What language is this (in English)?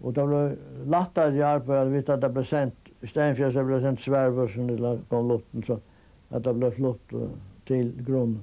Faroese